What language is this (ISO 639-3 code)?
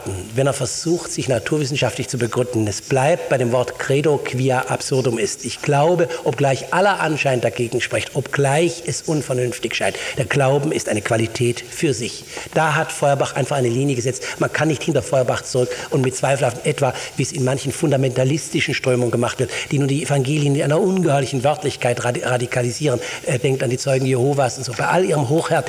deu